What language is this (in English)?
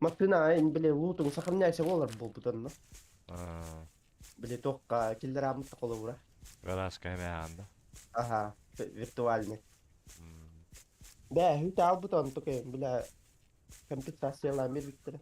Yakut